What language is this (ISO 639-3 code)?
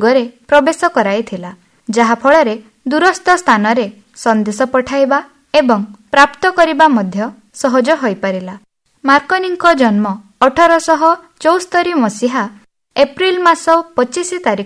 ori